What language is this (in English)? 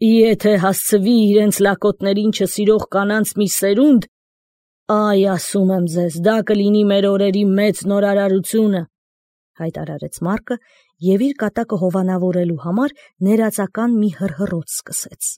Armenian